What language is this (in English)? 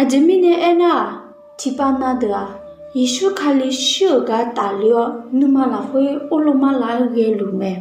Akha